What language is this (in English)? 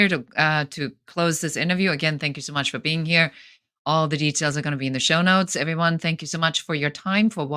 English